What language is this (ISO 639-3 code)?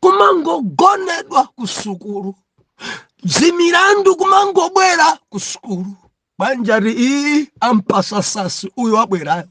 nya